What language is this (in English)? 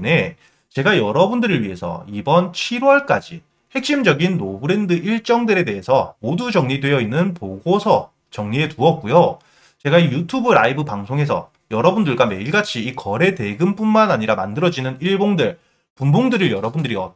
Korean